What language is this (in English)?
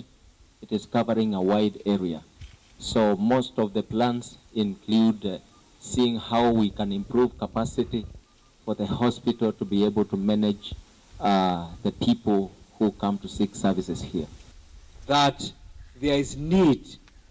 Kamba